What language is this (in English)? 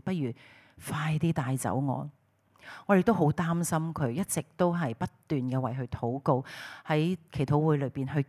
Cantonese